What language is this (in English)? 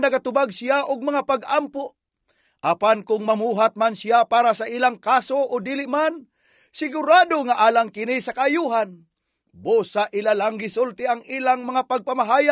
Cebuano